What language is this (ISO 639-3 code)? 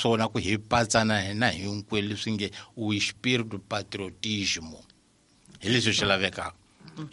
tso